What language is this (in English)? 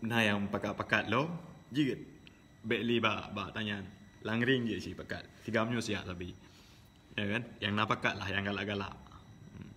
Achinese